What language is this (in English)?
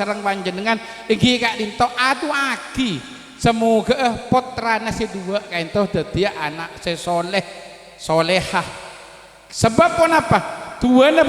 Madurese